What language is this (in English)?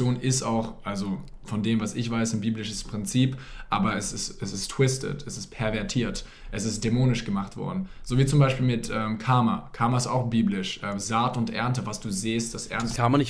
German